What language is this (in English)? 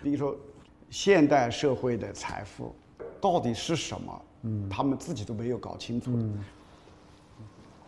Chinese